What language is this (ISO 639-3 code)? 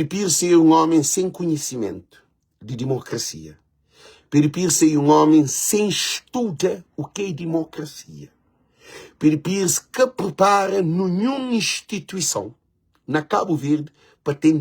kea